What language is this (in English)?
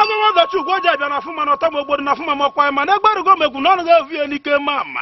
Igbo